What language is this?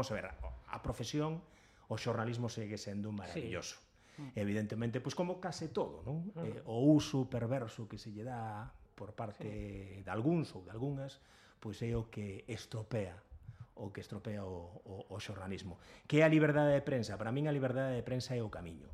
Galician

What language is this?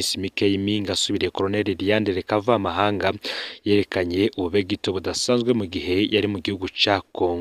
Rundi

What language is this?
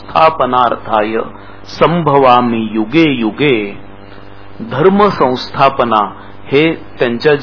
Marathi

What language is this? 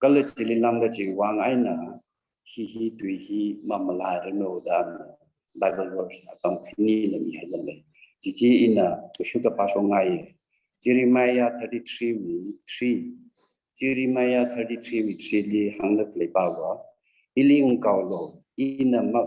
Tangkhul Naga (India)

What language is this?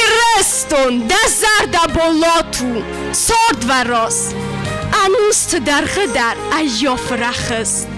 Ossetic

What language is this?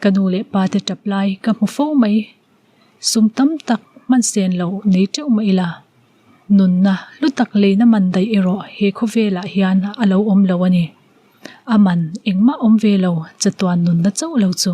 Mizo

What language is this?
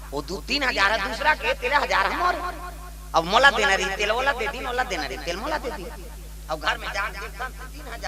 Chhattisgarhi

